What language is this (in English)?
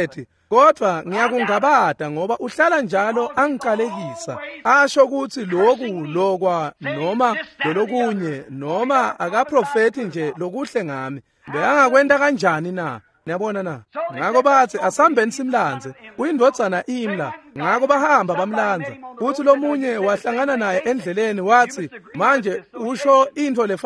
Swati